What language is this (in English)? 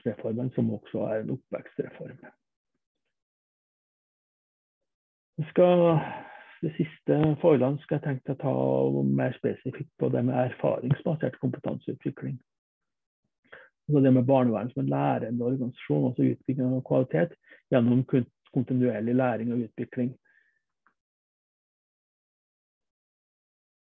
Norwegian